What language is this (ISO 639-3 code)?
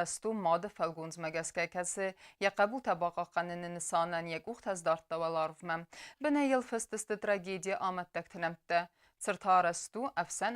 oss